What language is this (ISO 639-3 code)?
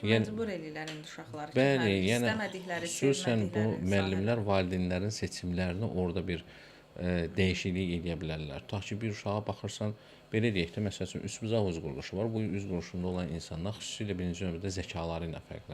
aze